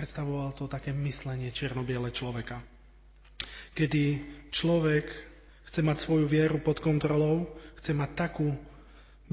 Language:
Slovak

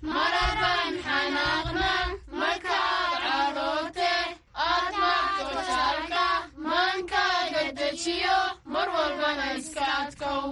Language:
Somali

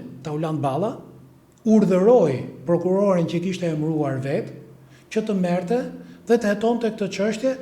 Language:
Albanian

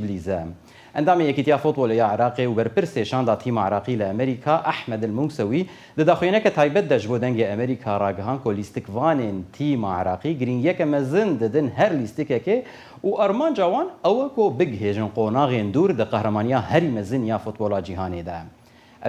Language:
Kurdish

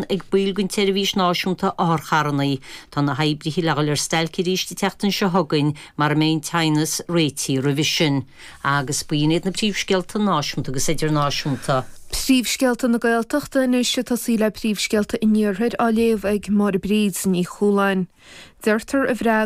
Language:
Irish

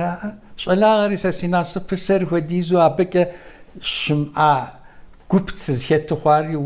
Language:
Kabardian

